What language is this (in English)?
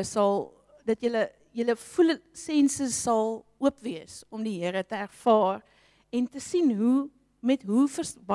Afrikaans